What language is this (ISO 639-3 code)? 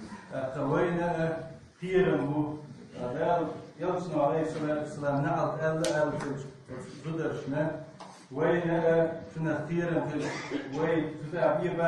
che